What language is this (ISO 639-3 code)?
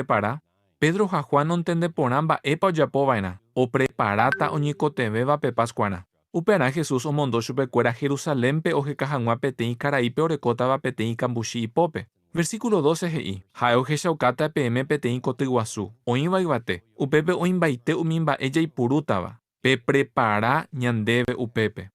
grn